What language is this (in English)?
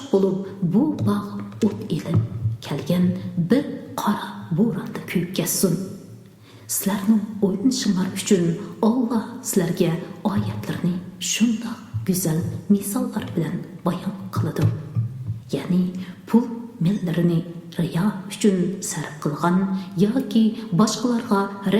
Uyghur